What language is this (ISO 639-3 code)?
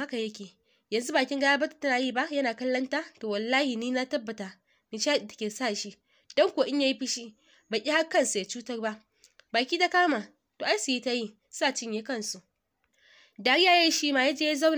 hau